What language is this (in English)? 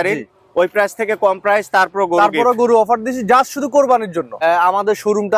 Bangla